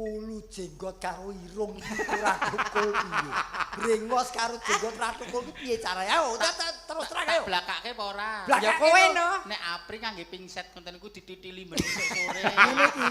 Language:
Javanese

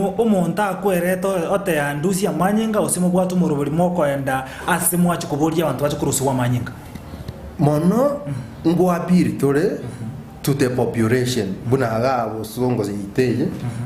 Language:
Gusii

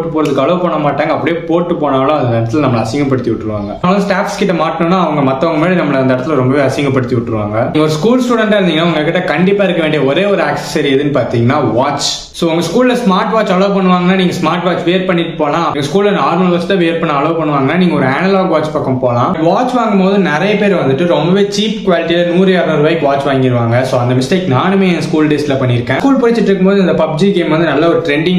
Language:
Tamil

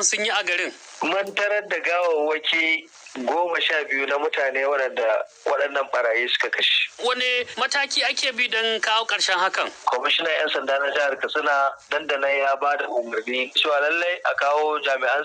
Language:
Hausa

